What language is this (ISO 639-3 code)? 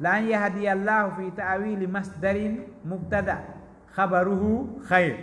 ful